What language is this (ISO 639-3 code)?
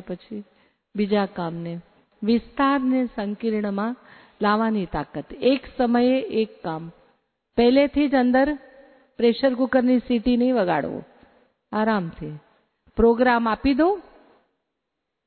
guj